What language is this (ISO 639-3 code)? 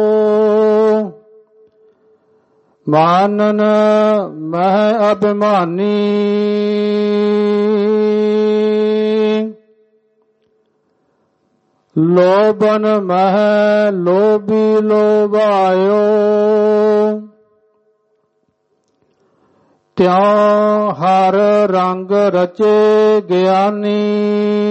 pan